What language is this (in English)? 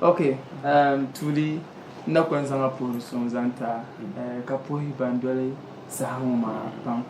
Dagbani